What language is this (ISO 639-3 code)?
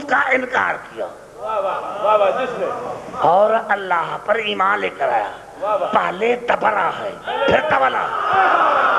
urd